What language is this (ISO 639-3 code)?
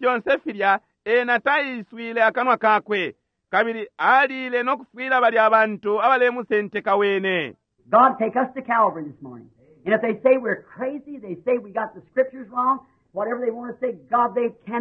bem